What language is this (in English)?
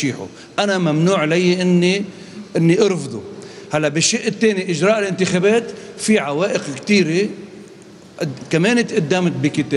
North Levantine Arabic